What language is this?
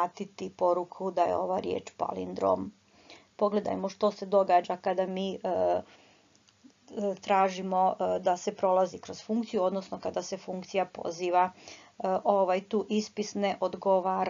Croatian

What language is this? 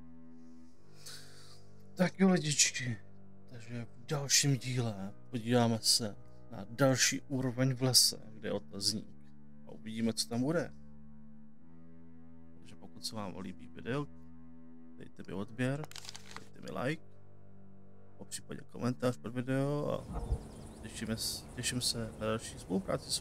Czech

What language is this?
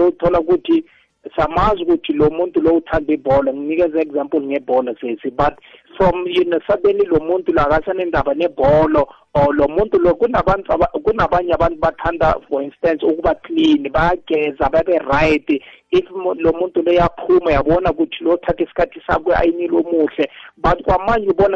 South Ndebele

